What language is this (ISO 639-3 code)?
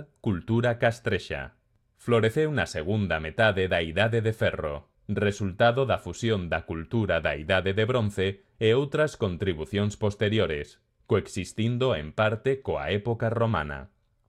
glg